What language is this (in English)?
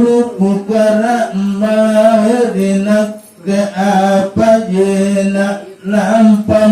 Makasar